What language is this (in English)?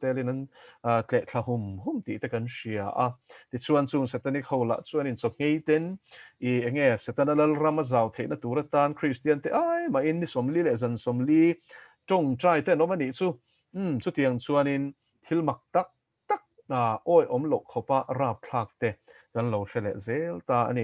Mizo